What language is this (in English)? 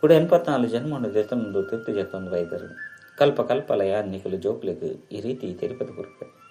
Tulu